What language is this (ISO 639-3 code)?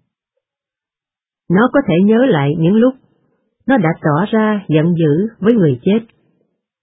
vie